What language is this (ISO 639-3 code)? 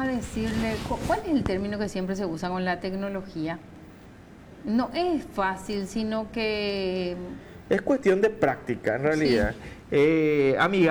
spa